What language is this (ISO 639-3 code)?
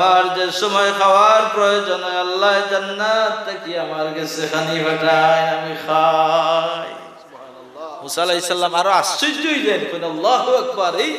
syl